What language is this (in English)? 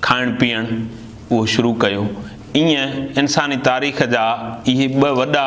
Sindhi